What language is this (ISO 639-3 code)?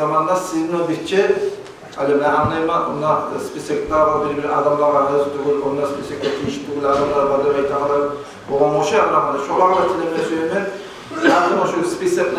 kum